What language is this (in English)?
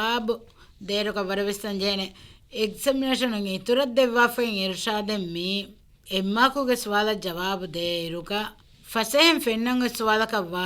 Divehi